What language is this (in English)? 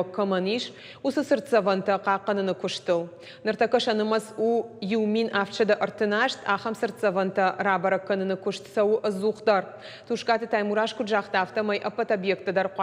Ossetic